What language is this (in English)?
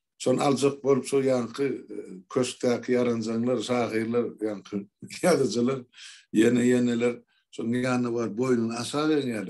Turkmen